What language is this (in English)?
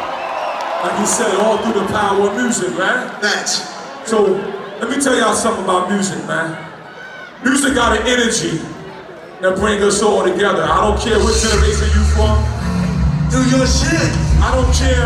English